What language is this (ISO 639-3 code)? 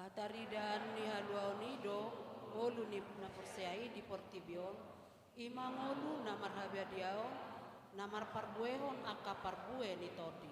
bbc